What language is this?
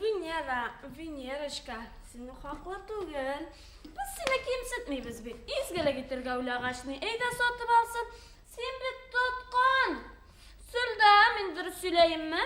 Bashkir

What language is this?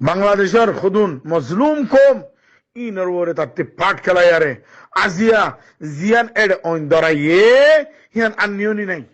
Rohingya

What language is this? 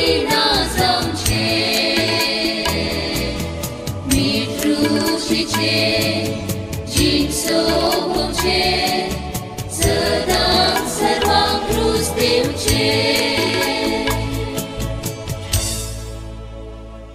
Konkani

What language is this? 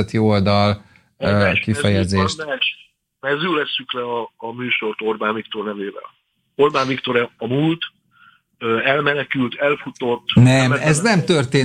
Hungarian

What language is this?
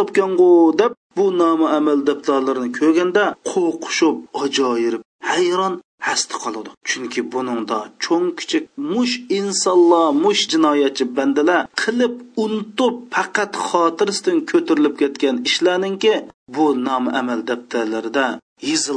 Uyghur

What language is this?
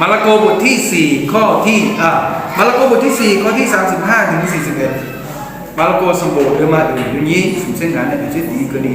Akha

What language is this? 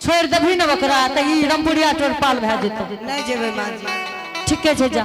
Angika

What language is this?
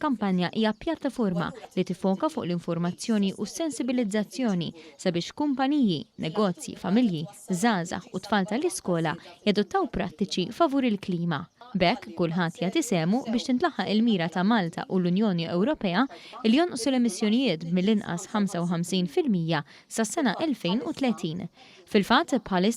Maltese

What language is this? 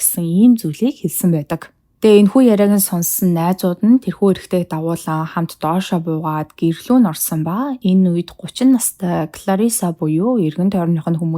Mongolian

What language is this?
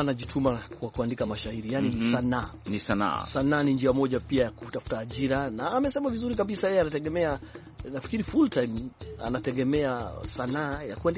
Swahili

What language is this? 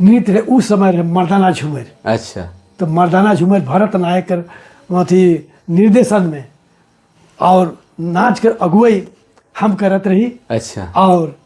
Sadri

